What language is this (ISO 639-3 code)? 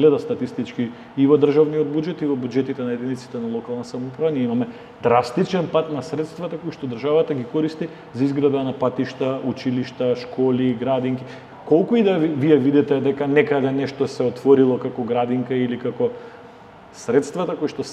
mkd